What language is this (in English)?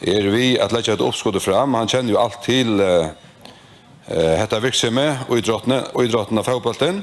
Faroese